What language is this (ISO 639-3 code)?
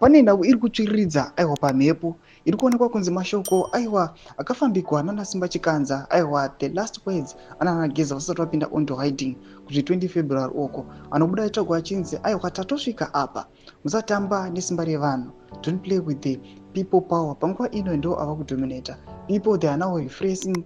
sna